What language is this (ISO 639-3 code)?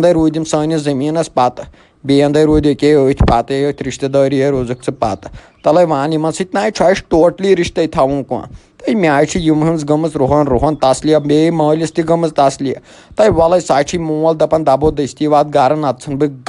kas